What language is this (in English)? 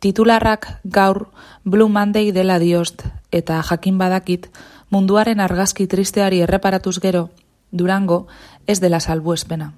Basque